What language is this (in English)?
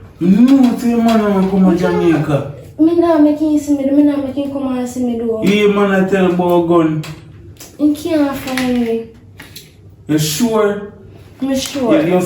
Jamaican Creole English